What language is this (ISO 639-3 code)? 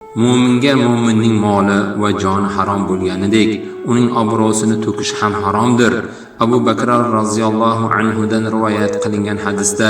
uzb